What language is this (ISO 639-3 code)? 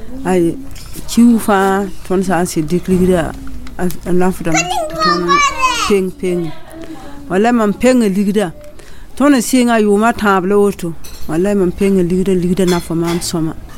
mos